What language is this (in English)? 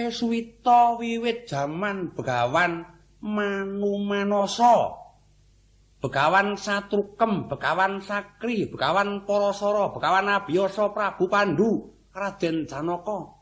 Javanese